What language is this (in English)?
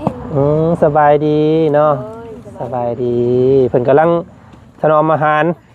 Lao